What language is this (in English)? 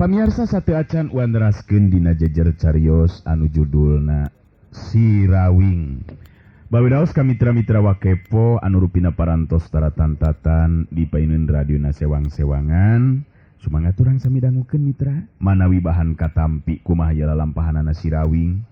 Sundanese